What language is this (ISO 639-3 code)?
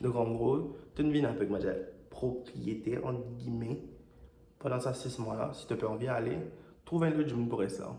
mfe